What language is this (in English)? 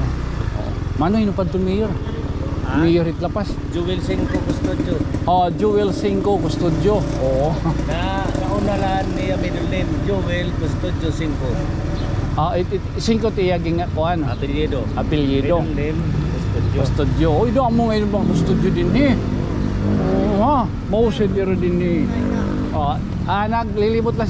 Waray